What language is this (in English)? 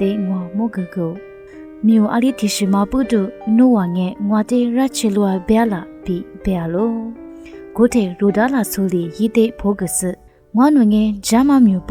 Lisu